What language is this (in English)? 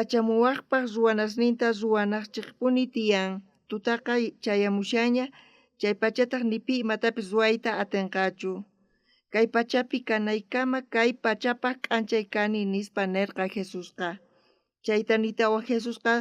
South Bolivian Quechua